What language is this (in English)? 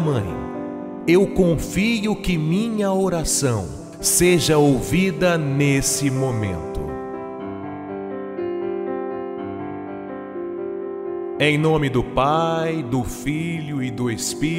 Portuguese